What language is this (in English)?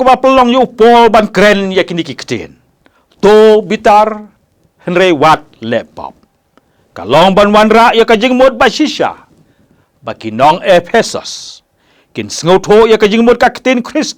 Khasi